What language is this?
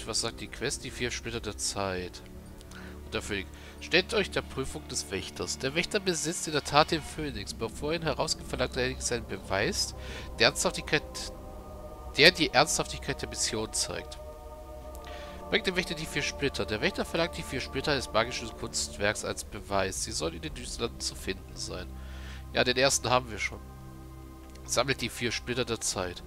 German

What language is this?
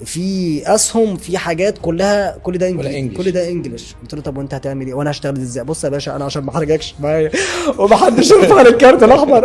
Egyptian Arabic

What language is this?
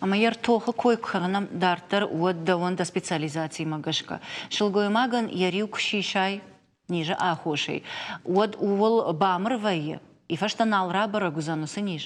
Ossetic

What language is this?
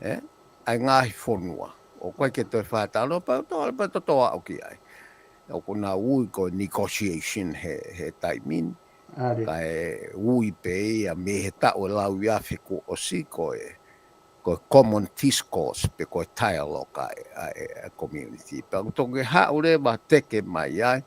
Tongan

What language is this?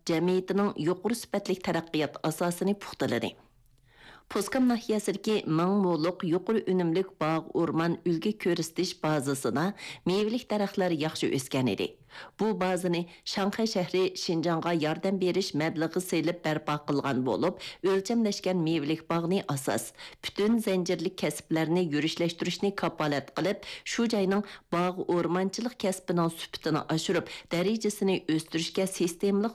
Uyghur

